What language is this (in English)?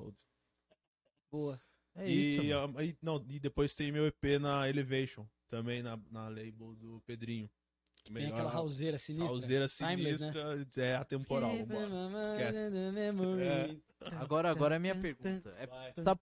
Portuguese